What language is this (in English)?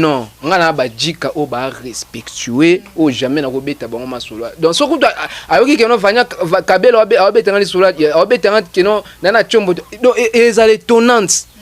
Lingala